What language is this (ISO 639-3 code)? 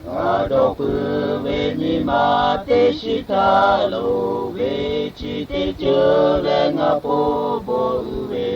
lhu